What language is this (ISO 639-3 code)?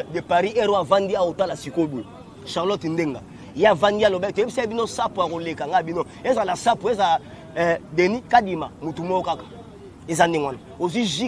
lin